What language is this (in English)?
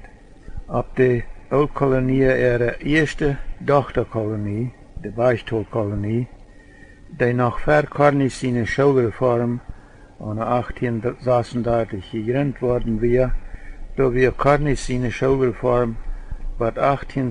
Plautdietsch